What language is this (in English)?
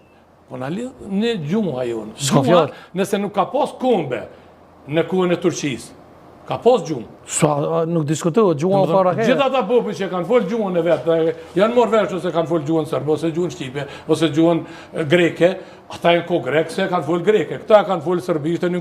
Albanian